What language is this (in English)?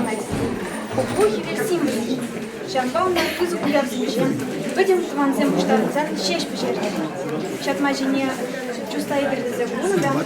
Chuvash